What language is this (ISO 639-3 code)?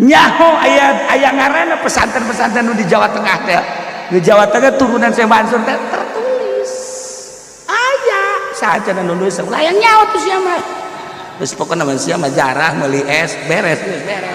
sun